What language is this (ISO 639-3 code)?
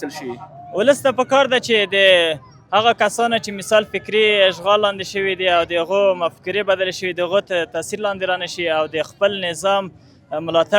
pus